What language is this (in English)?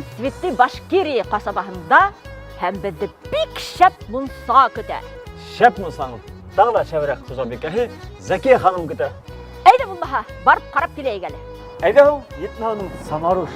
Bashkir